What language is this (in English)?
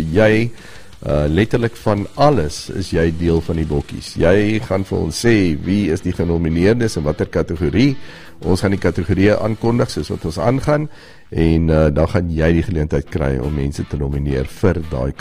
Afrikaans